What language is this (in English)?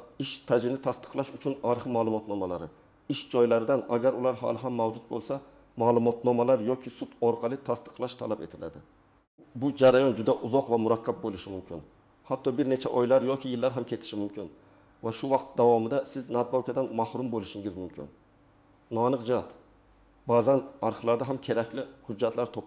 Uzbek